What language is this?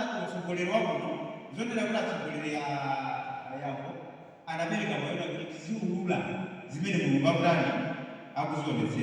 Nyanja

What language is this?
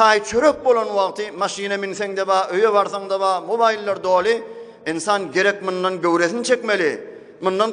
Turkmen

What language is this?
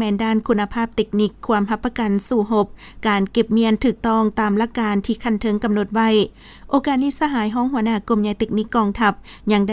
Lao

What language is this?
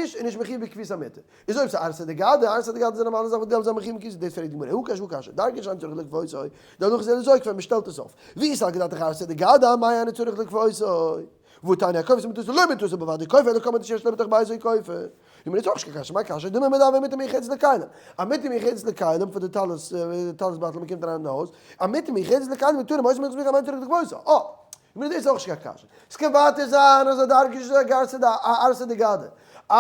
Yiddish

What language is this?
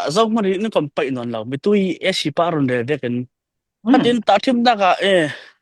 Falam Chin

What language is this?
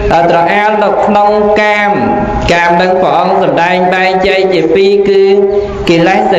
Khmer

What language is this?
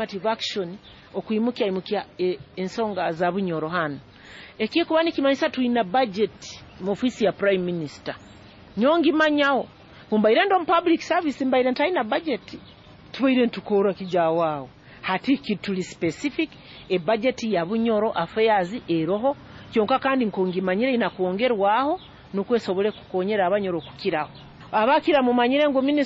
Nyoro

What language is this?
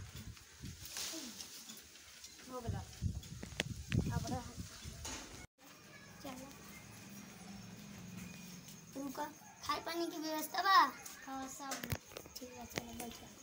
Bhojpuri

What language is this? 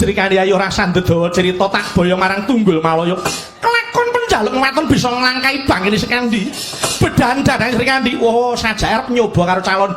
Javanese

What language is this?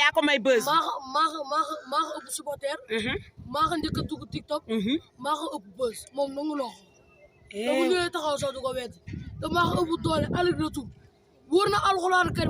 Wolof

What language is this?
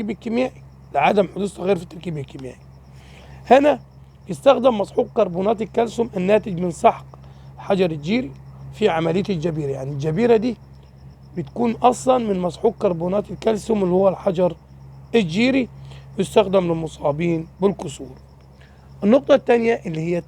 Egyptian Arabic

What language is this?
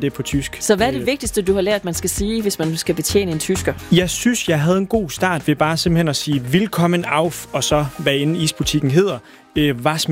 Danish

